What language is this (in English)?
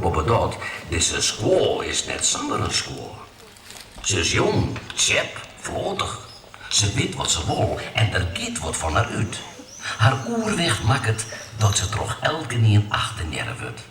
Western Frisian